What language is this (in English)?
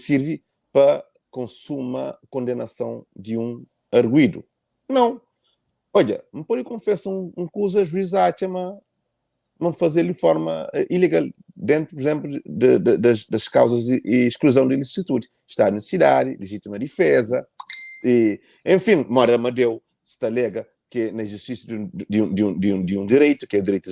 Kabuverdianu